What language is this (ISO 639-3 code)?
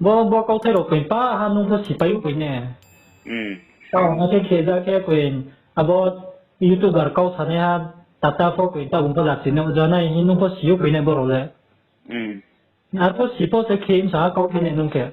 ria